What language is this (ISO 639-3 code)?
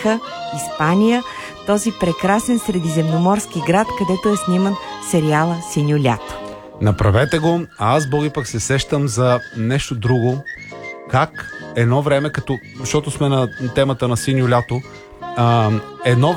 bul